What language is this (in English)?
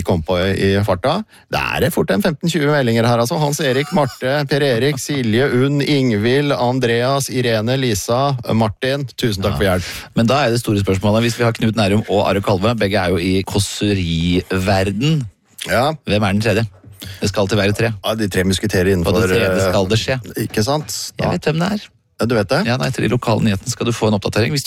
Norwegian